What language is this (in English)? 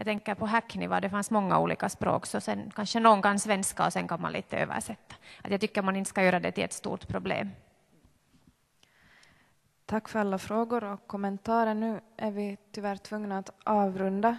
Swedish